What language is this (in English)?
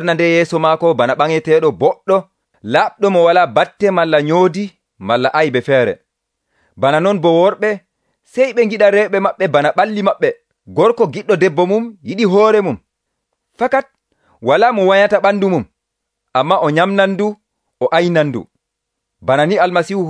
Nigerian Fulfulde